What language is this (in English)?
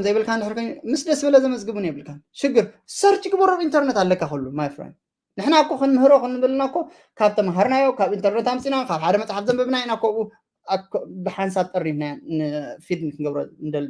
Tigrinya